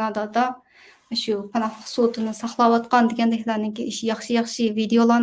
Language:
Uyghur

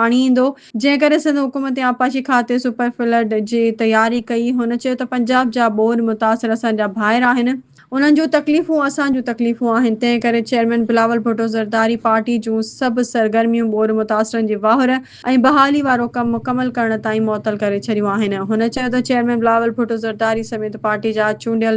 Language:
Sindhi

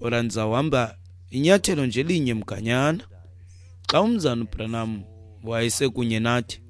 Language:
Xhosa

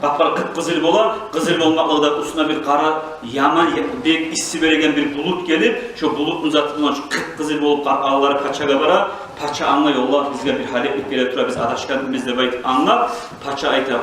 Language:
Kumyk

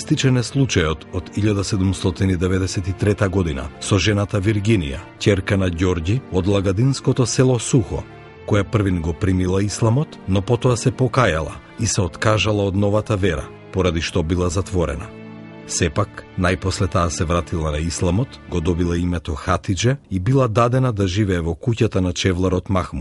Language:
Macedonian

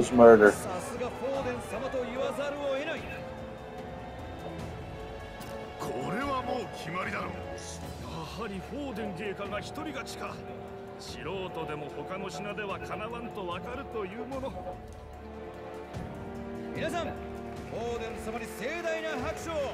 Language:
Japanese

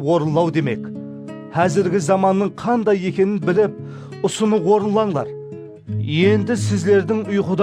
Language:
Kara-Kalpak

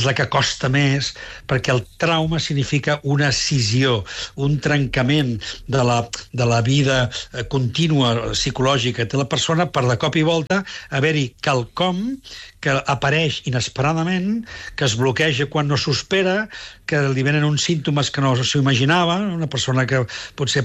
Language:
Catalan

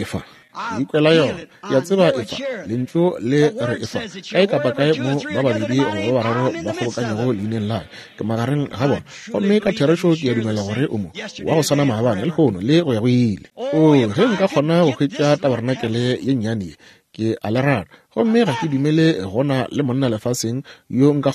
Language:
Northern Sotho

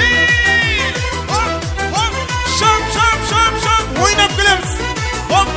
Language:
Kara-Kalpak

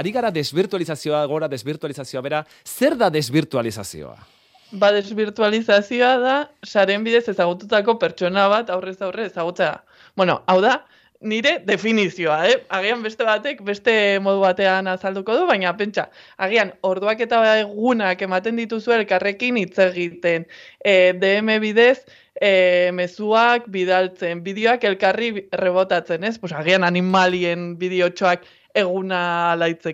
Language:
Basque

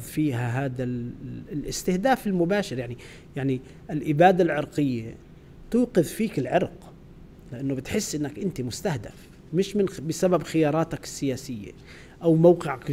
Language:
North Levantine Arabic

